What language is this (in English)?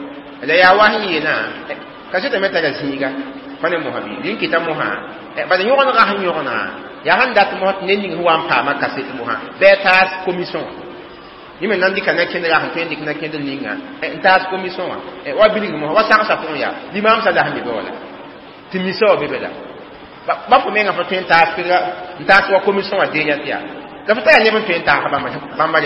Mossi